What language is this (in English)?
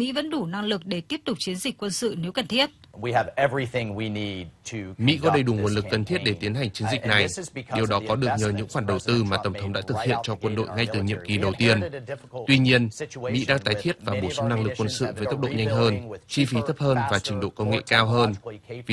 Vietnamese